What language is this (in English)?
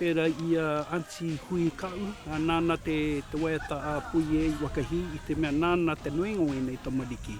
Māori